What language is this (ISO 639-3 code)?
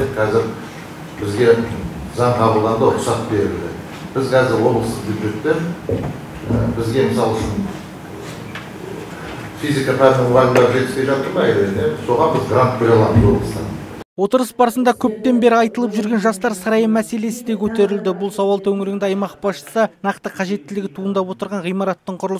kaz